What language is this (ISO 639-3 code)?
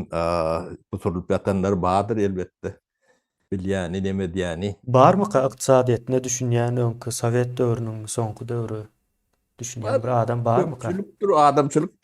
tuk